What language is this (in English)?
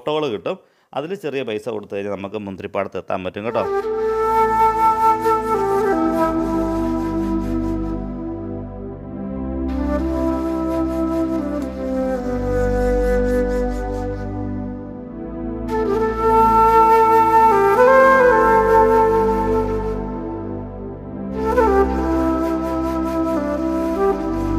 Malayalam